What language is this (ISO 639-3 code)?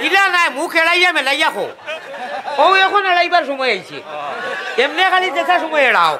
syl